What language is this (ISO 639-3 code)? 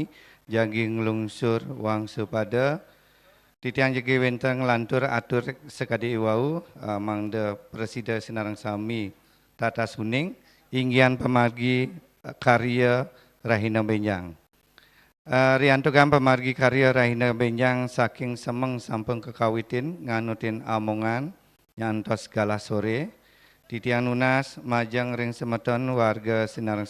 ban